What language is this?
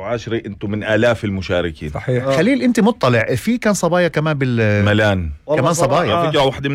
North Levantine Arabic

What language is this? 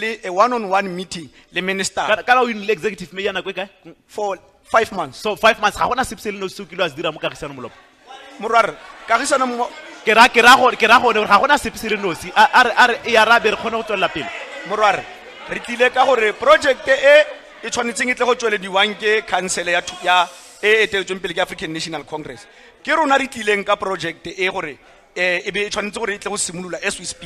Tswana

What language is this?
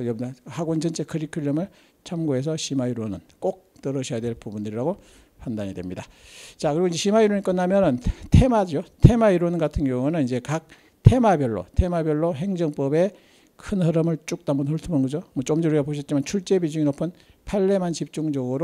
Korean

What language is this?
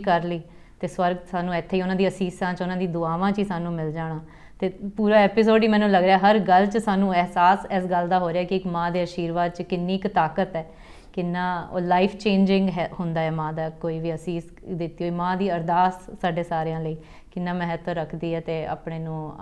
Punjabi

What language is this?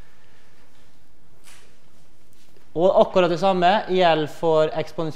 Norwegian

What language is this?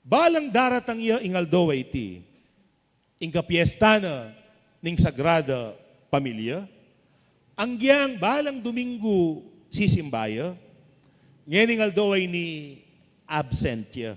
Pampanga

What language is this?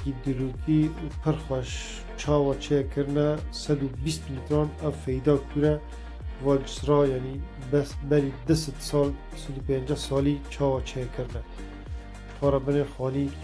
Kurdish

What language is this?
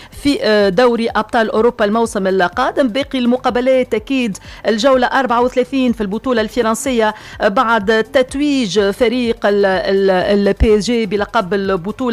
Tunisian Arabic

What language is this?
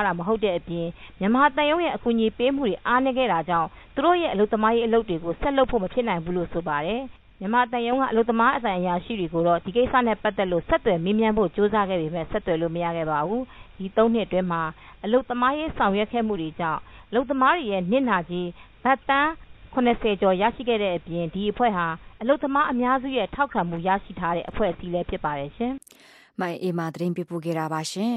Burmese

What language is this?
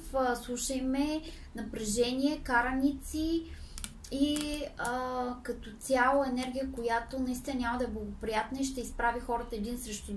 Bulgarian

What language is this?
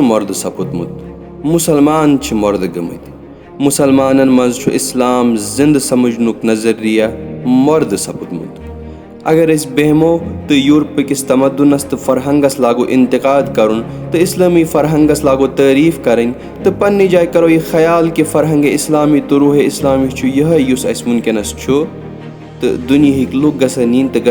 Kashmiri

